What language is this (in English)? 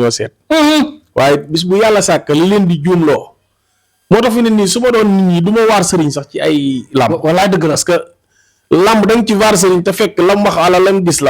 Wolof